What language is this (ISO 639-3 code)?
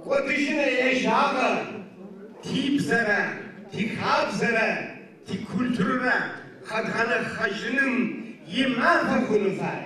ady